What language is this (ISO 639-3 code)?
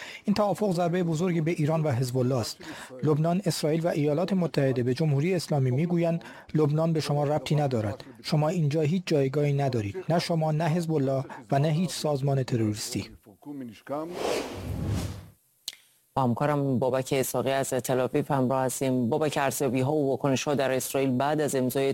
fas